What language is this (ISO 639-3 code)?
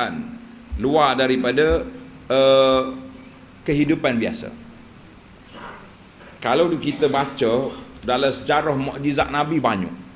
msa